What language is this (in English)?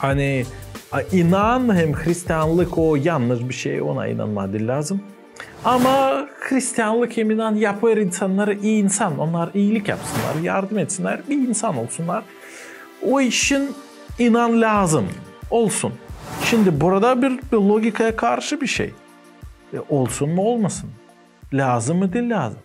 Gagauz